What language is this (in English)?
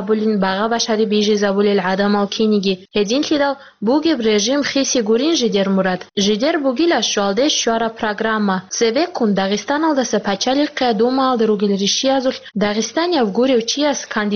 Avaric